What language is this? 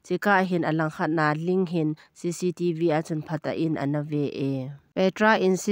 Thado Chin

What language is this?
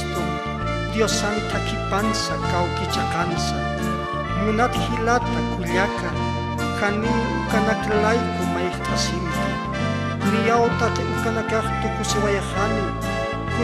Aymara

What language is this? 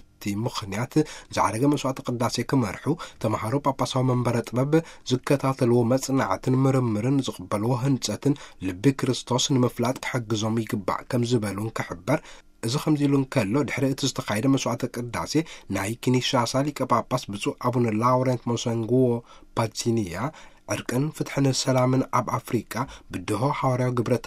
Tigrinya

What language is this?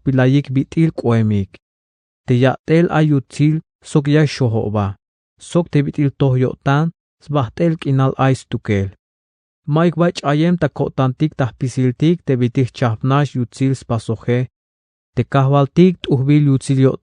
Tzeltal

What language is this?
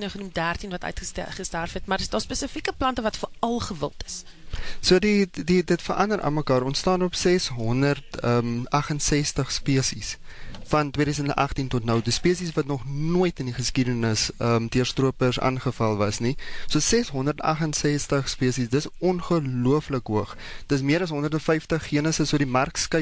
Afrikaans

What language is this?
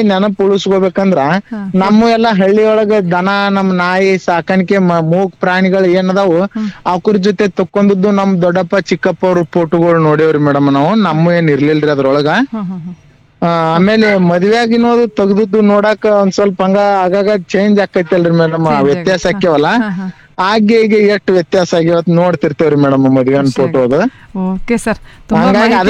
Kannada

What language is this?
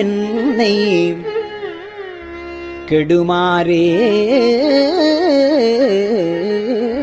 Tamil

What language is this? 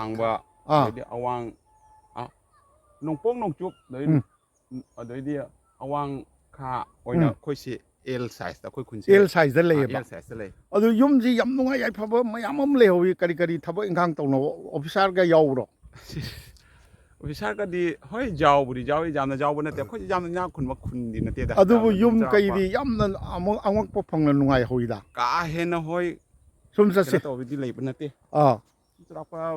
Manipuri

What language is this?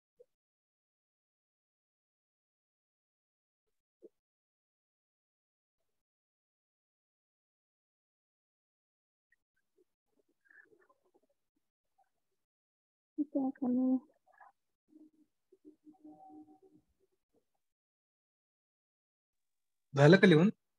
Marathi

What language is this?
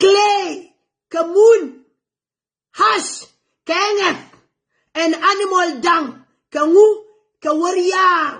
Nuer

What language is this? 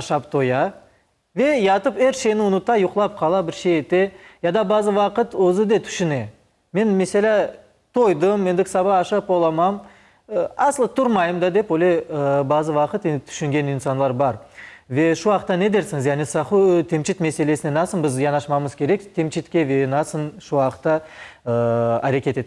Crimean Tatar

